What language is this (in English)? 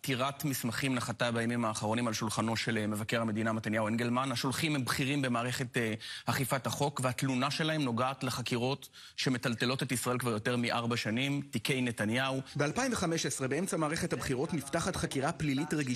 Hebrew